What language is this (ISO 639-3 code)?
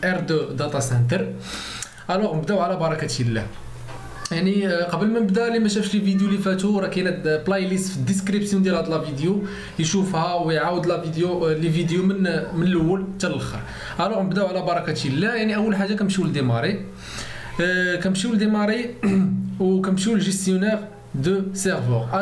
ary